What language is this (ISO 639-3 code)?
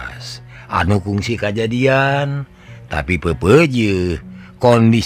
sun